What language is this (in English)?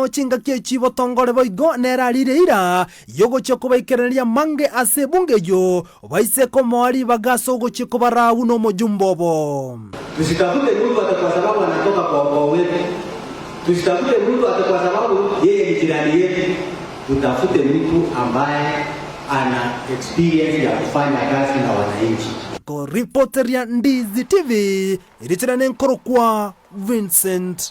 Gusii